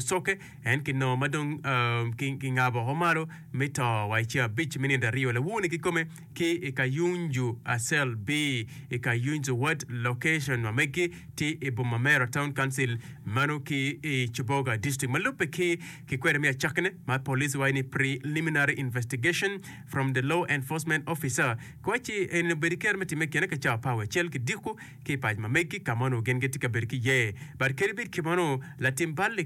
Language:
Acoli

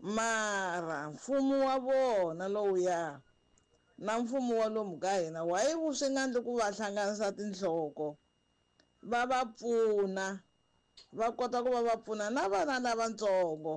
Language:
Tsonga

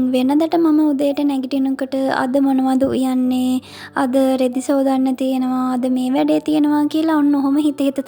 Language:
Sinhala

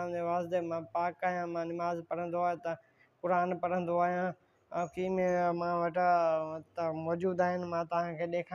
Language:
Sindhi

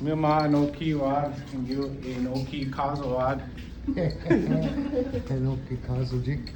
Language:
Chippewa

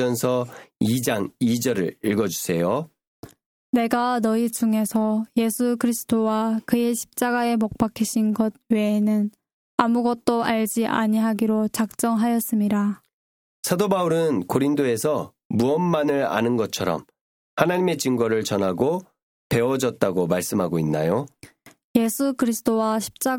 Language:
Korean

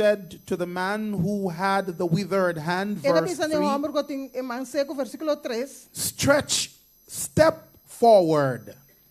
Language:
Papiamento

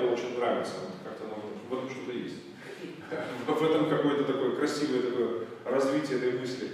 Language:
Russian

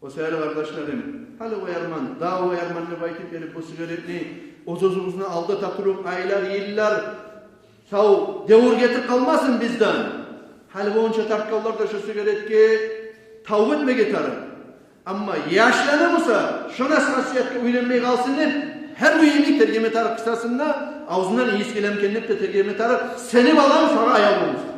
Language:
Kumyk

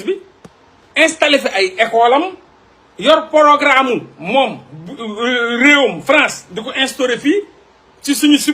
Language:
Wolof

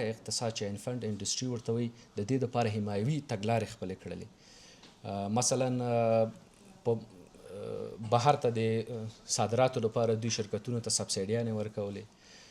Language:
Pashto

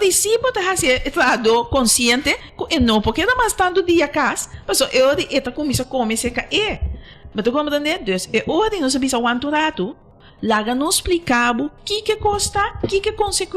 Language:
Papiamento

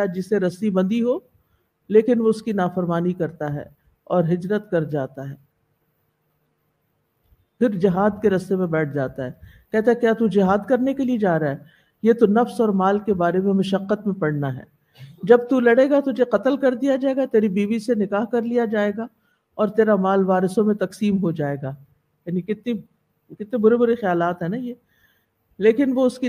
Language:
Urdu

